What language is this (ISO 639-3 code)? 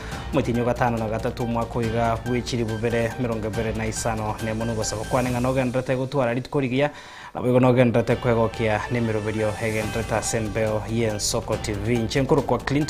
guz